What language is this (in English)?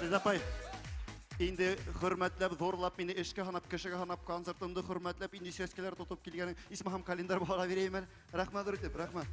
Bashkir